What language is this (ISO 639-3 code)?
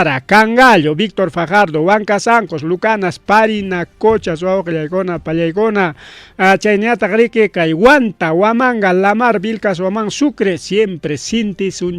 quy